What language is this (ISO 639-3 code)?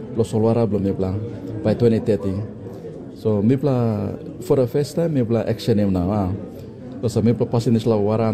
tpi